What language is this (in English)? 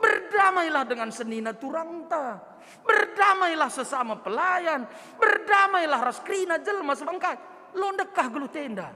Batak Karo